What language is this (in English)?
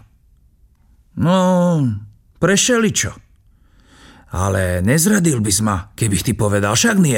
Slovak